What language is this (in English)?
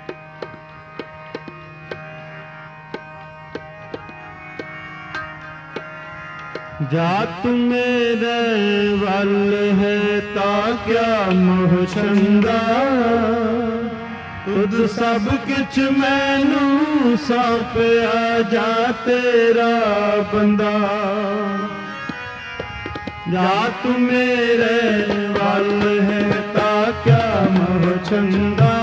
Punjabi